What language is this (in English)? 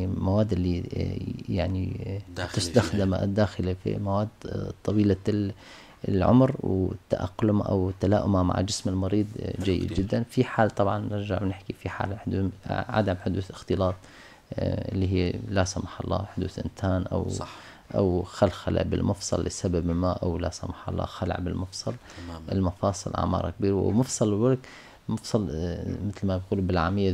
North Levantine Arabic